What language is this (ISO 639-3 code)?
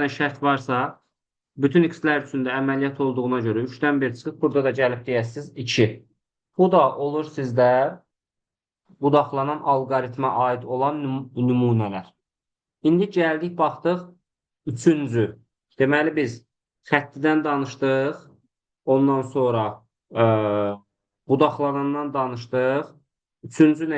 aze